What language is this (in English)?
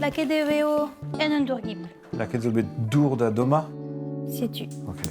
Breton